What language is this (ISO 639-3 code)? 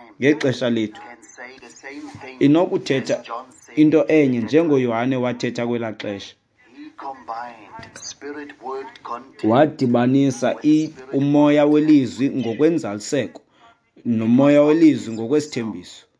xho